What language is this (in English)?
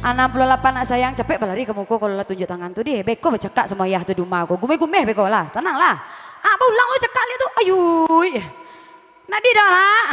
Minangkabau